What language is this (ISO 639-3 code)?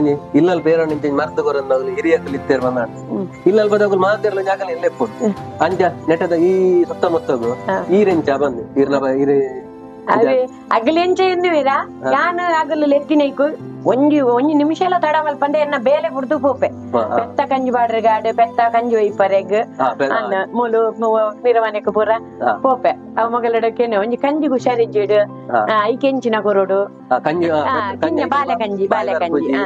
tcy